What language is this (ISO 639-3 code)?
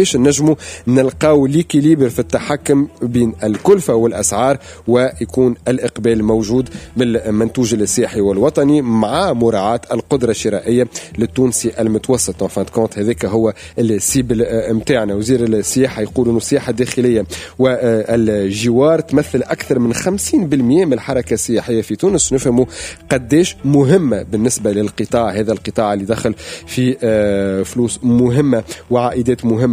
aeb